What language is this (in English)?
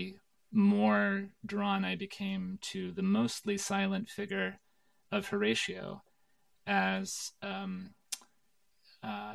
English